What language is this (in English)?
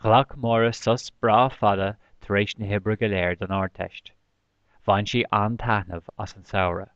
Irish